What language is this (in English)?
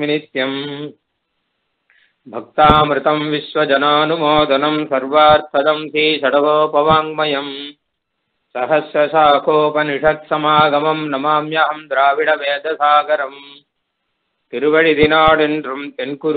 Tamil